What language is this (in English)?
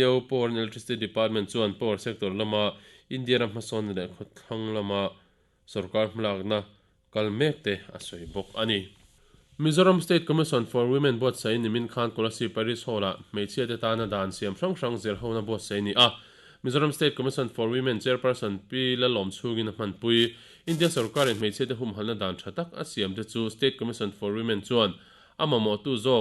Mizo